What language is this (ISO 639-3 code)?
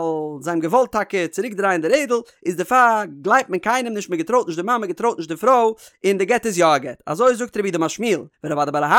yid